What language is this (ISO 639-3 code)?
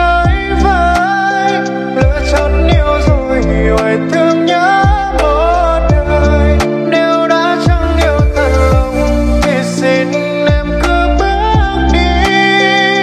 vie